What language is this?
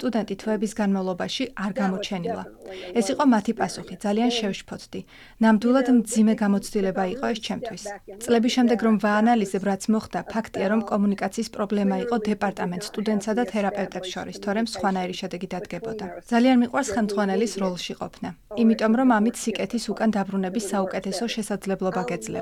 Georgian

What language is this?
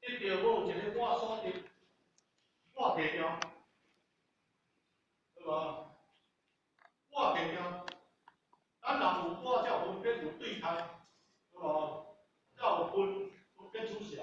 Min Nan Chinese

